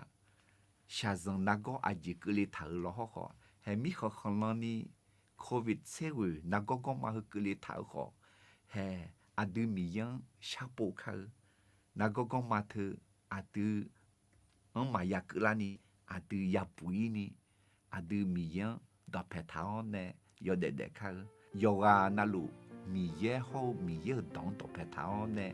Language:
Akha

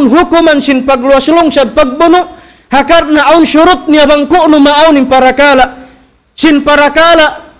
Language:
Tausug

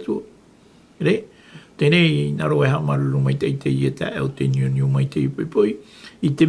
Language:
Tahitian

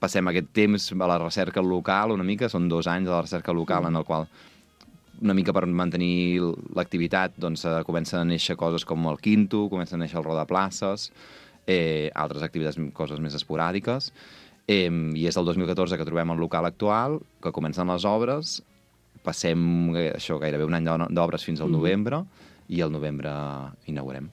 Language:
Catalan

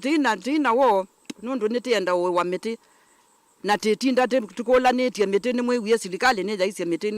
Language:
Kamba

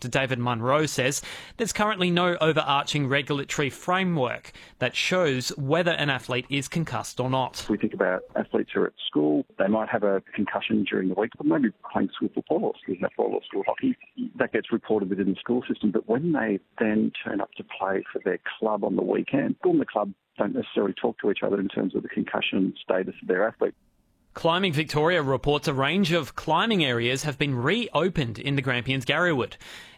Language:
English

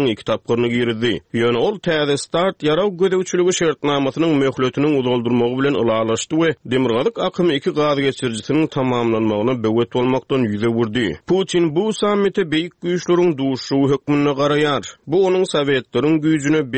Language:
Turkmen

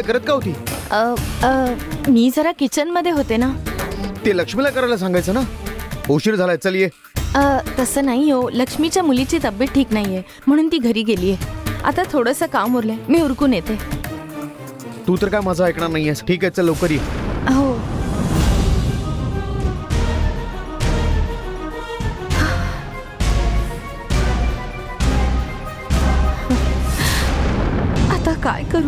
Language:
Marathi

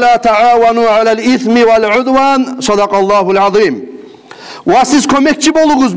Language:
Kumyk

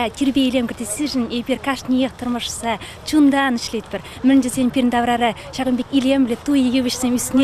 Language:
Chuvash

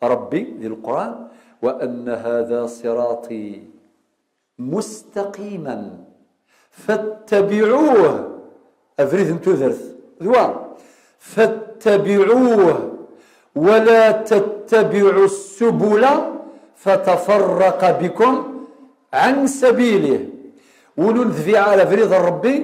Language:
Kabyle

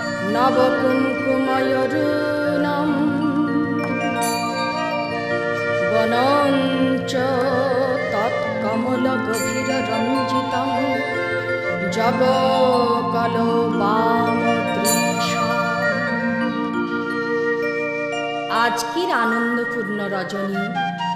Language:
Bangla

